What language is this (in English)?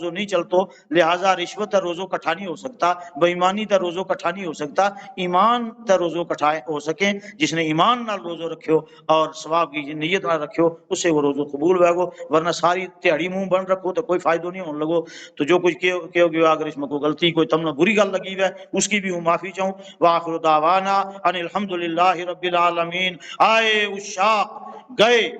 Gujari